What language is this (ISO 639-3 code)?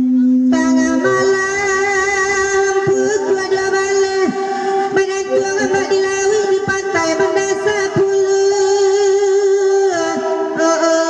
min